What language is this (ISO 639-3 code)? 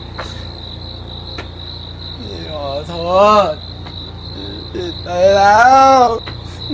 tha